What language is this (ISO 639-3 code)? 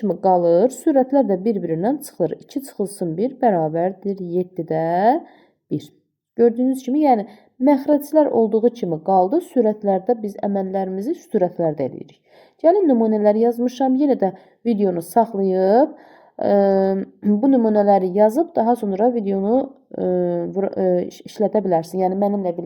aze